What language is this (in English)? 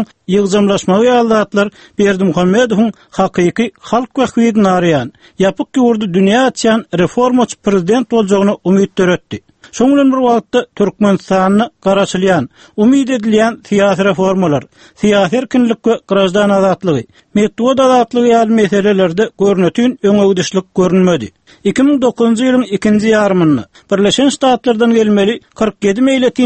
Turkmen